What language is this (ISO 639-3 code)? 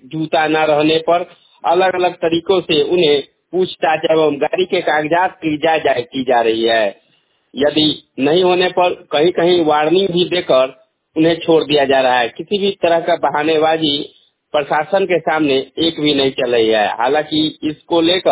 hin